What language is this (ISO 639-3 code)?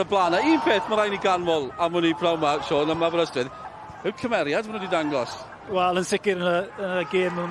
cym